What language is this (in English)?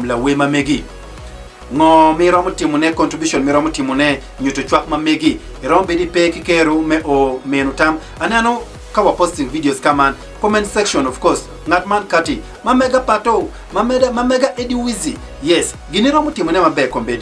Acoli